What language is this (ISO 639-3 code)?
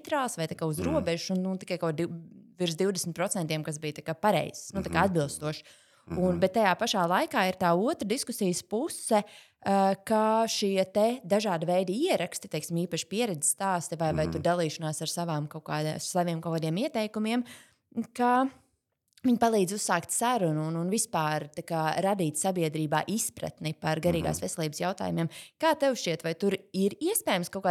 lav